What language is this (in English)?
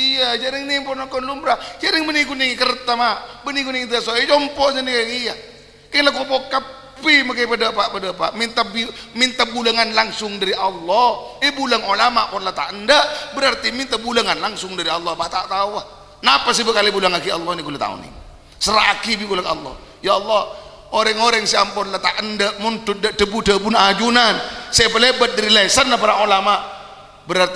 Madurese